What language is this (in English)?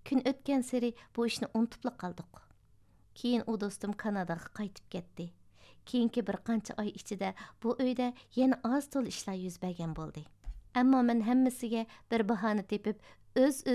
Uyghur